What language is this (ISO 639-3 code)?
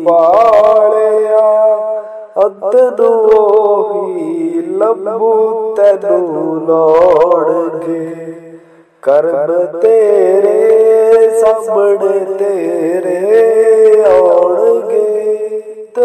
pan